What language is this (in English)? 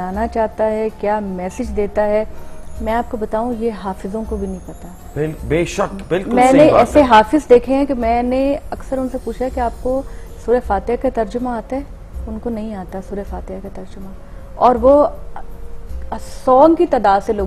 Urdu